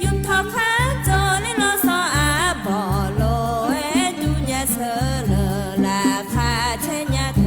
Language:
Akha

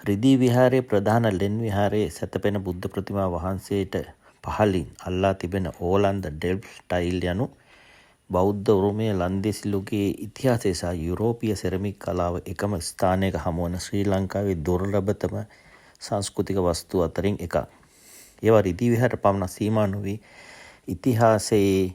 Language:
Sinhala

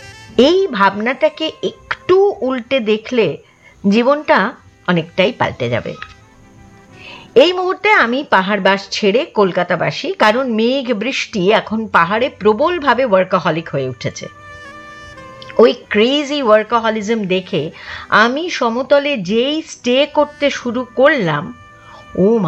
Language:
Bangla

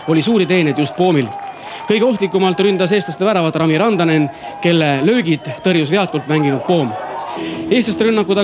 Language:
Estonian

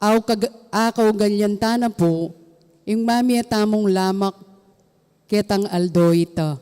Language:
Pampanga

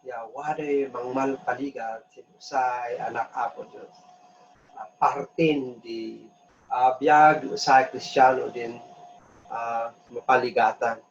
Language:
Kankanaey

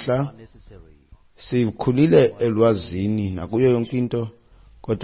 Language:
Xhosa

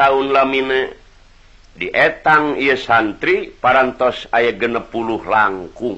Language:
Sundanese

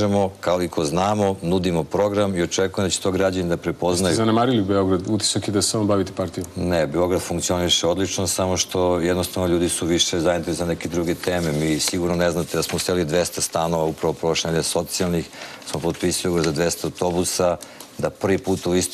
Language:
Serbian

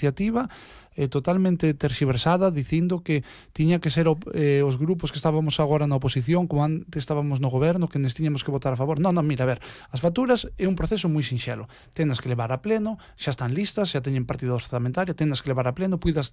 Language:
Galician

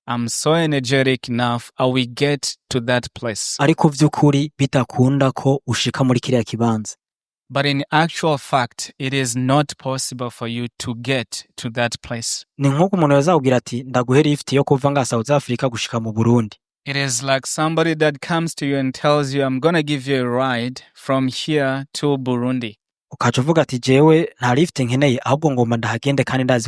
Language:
Rundi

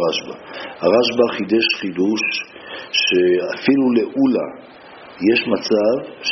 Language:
Hebrew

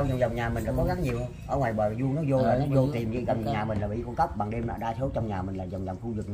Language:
Vietnamese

